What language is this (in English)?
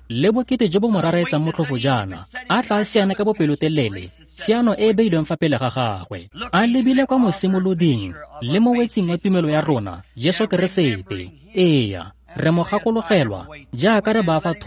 Tswana